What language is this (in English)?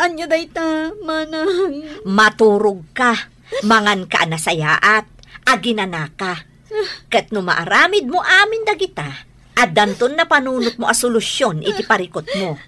Iloko